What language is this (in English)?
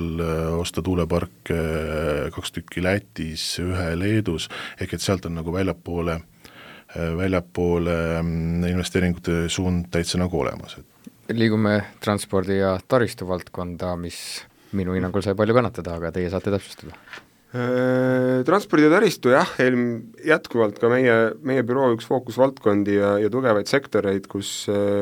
Estonian